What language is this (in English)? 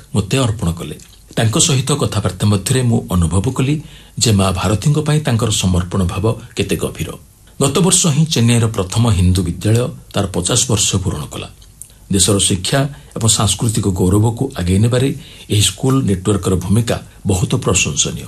Odia